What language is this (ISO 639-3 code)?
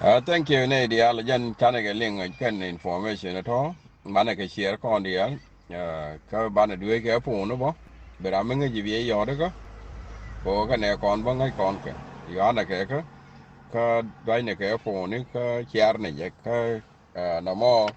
nus